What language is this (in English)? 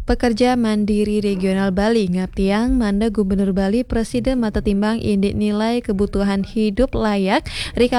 Balinese